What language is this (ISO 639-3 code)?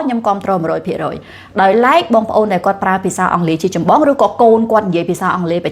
khm